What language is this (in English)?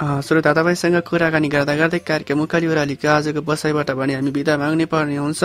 Nepali